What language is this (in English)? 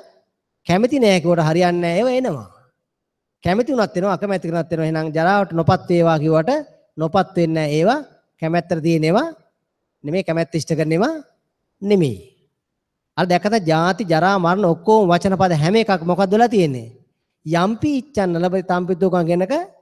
Sinhala